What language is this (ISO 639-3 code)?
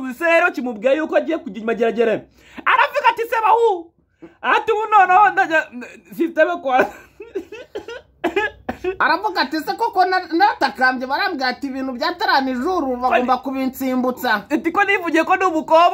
kin